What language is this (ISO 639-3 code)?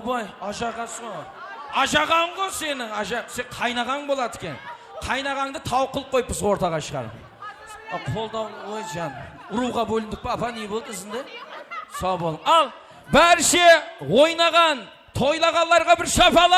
kaa